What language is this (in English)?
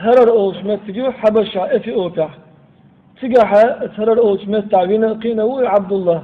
Chechen